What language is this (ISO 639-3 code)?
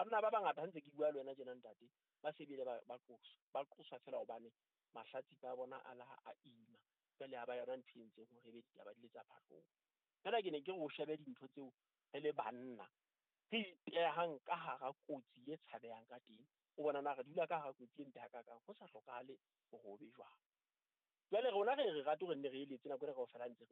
sot